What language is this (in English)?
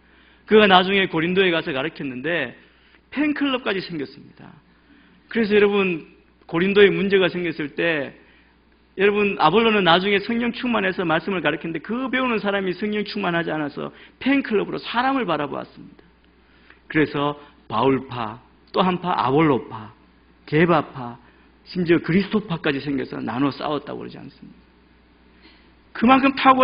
Korean